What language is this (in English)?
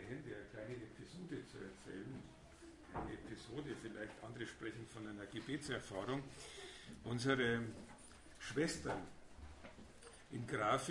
German